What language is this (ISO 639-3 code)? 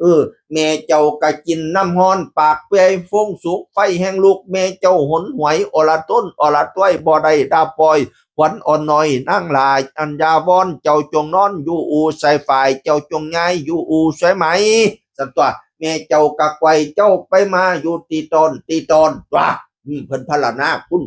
tts